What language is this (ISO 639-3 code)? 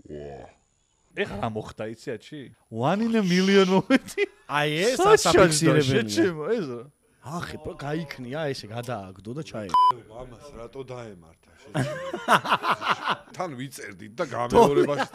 kat